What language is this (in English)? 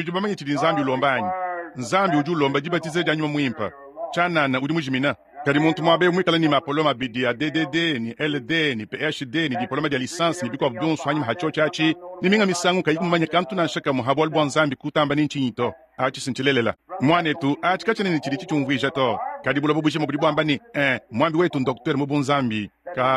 Luba-Lulua